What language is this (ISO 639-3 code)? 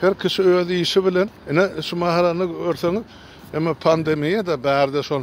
tuk